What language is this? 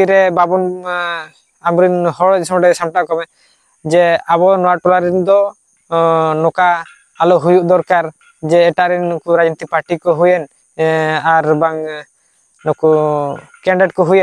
Santali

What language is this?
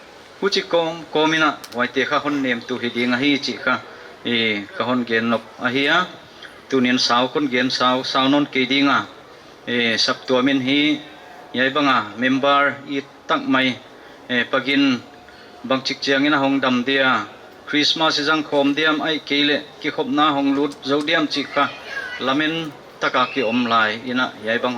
Paite Chin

